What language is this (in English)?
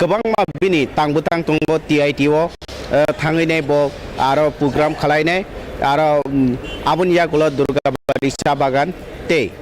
Kok Borok